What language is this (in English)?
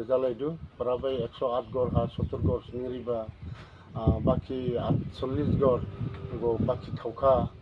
Dimasa